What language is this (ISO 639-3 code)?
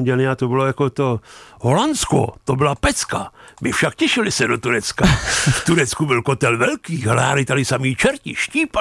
ces